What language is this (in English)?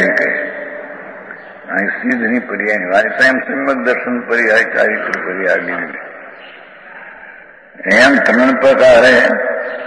Gujarati